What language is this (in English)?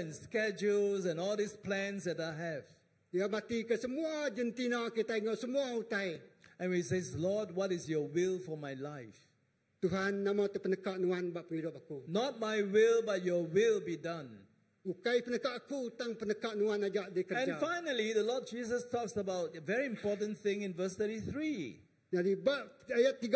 Iban